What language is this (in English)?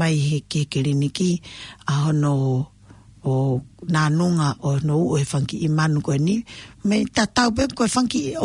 Tongan